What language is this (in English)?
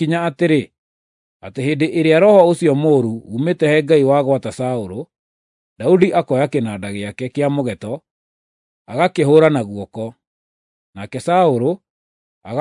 Kikuyu